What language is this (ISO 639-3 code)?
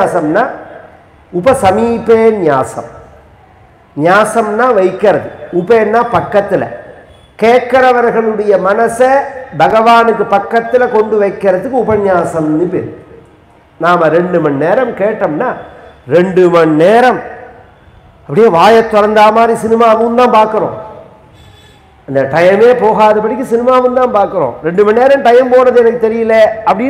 tam